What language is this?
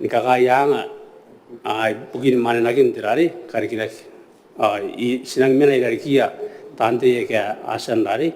Gilbertese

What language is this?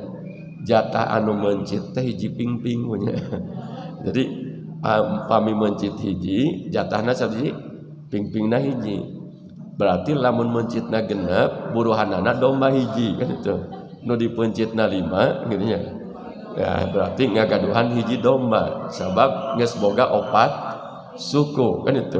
Sundanese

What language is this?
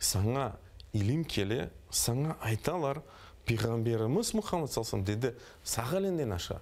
Crimean Tatar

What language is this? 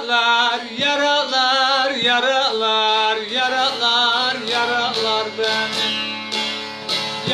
Turkish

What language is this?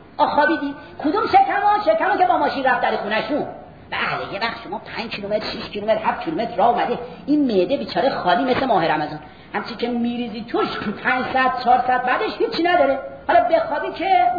Persian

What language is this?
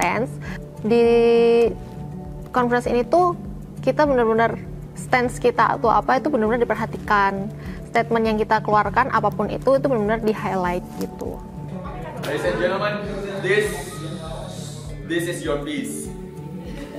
Indonesian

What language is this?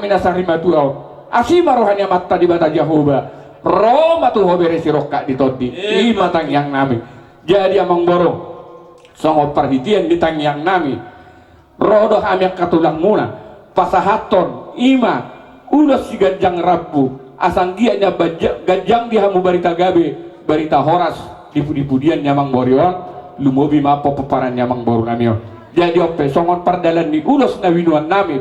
Batak Toba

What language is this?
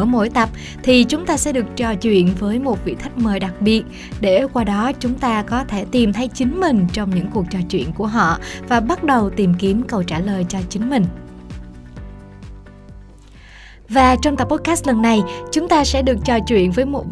Vietnamese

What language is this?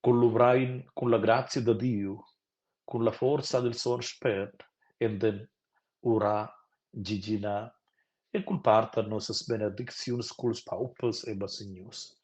Romansh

